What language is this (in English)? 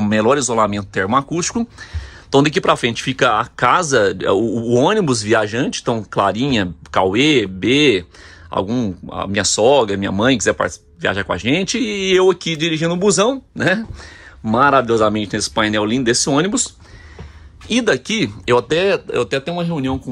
Portuguese